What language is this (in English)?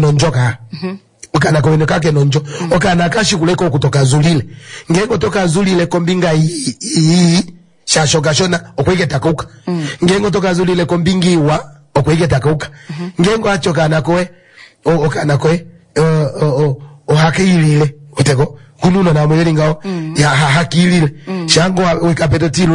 Kuanyama